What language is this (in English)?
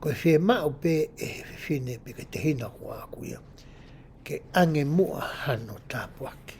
Tongan